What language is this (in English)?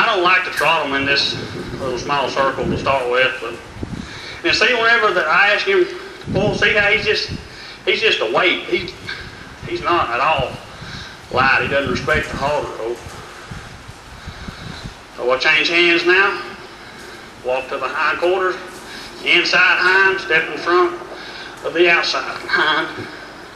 English